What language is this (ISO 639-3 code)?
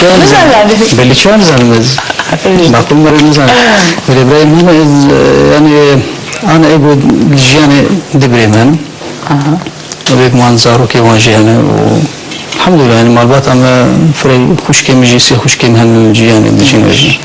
kur